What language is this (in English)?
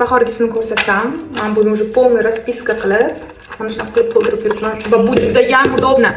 Uzbek